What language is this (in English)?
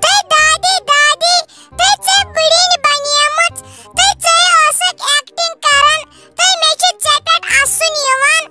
Kashmiri